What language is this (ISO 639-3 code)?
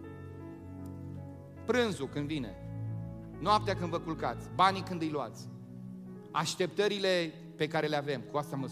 ron